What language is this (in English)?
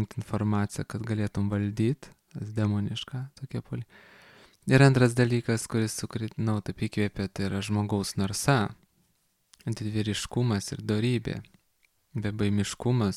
Lithuanian